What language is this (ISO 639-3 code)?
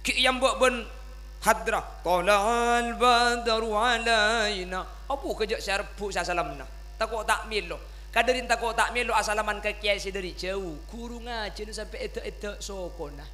mad